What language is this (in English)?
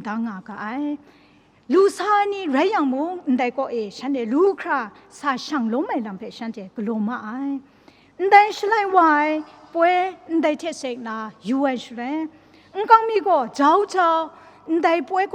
Kachin